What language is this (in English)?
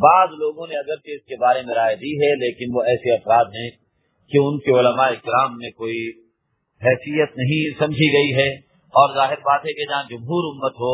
Urdu